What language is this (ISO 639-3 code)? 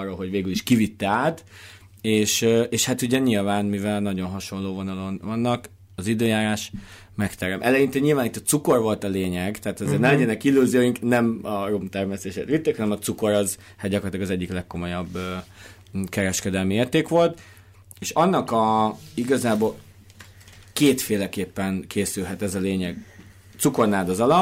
hun